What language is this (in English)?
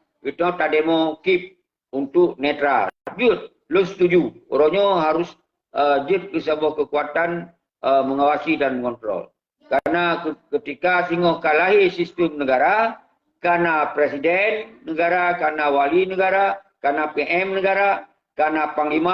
Achinese